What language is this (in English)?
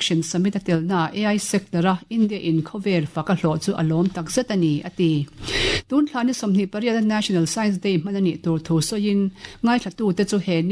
Mizo